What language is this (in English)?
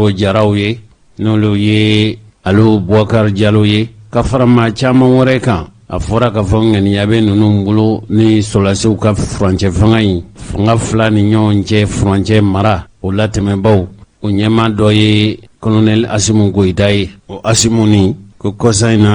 Bambara